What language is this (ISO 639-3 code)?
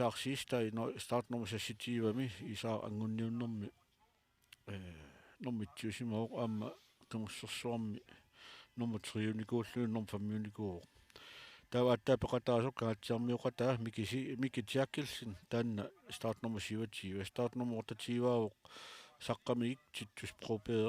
kal